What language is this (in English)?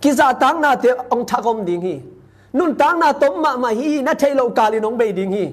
Tedim Chin